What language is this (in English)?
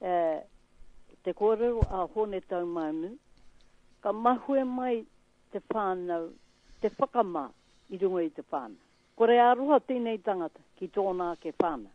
Māori